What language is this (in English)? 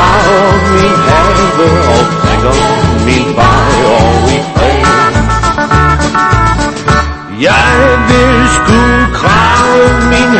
Danish